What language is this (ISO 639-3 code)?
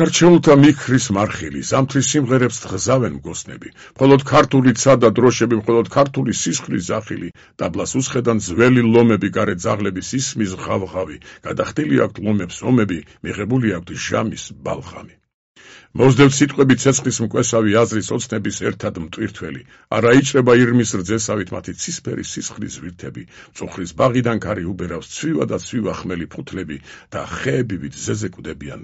kat